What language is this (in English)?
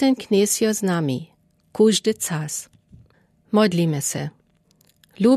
Lower Sorbian